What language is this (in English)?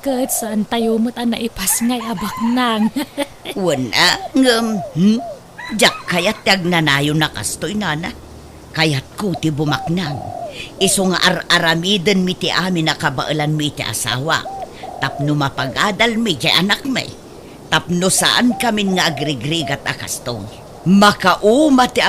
Iloko